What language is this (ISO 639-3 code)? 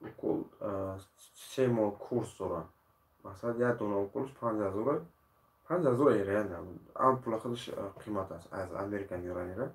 tgk